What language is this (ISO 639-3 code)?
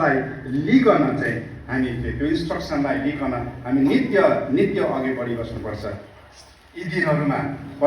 nep